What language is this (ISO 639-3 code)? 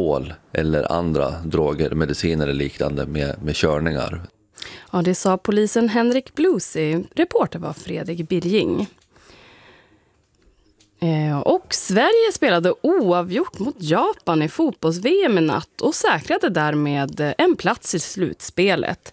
swe